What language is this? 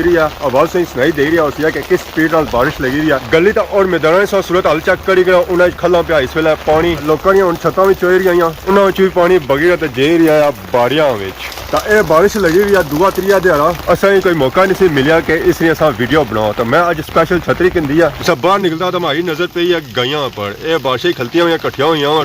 Pahari-Potwari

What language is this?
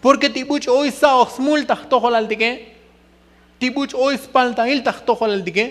Tzotzil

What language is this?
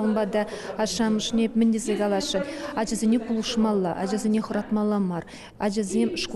Chuvash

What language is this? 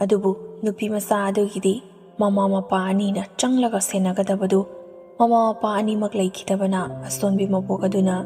Manipuri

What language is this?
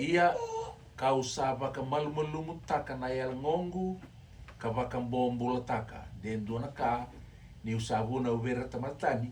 Fijian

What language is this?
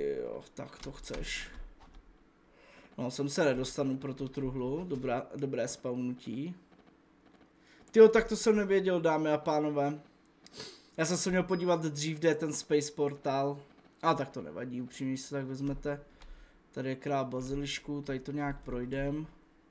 Czech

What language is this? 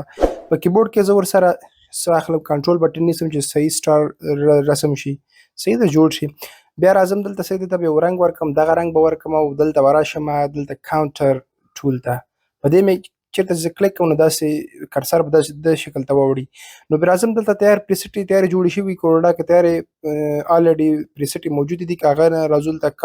Pashto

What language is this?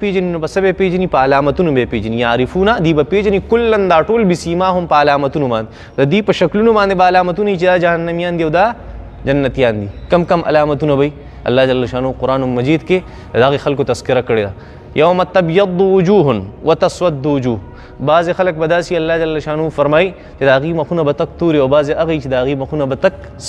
Pashto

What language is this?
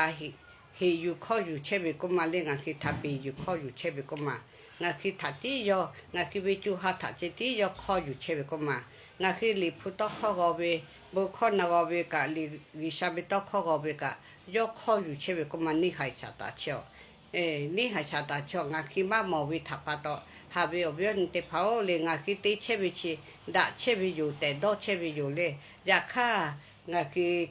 Lahu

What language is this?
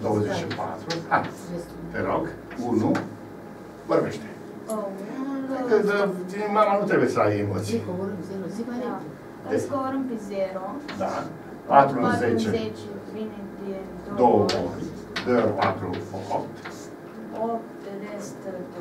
Romanian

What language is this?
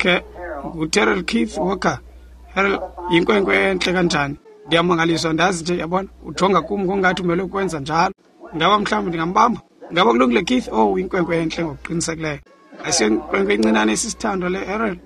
Xhosa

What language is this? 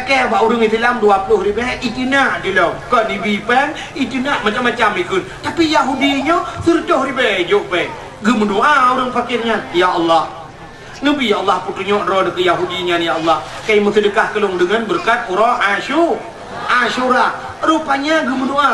Achinese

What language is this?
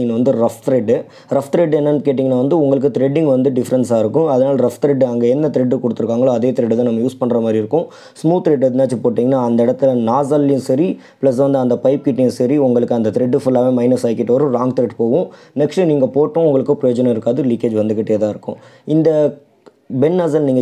Tamil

